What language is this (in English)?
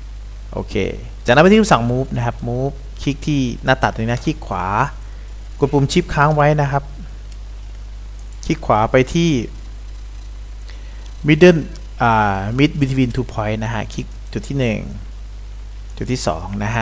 Thai